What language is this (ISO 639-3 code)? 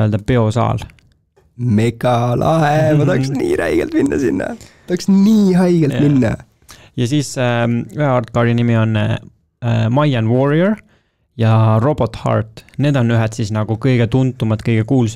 est